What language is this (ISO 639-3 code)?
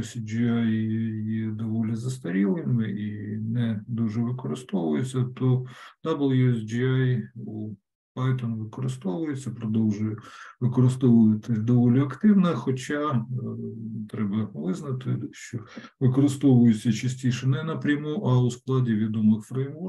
ukr